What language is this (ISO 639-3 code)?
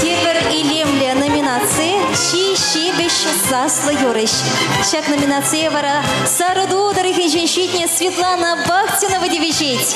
chv